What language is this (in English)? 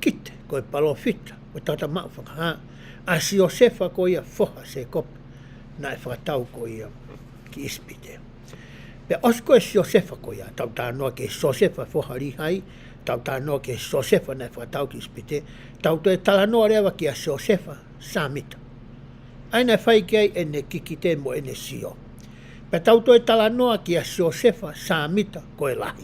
Tongan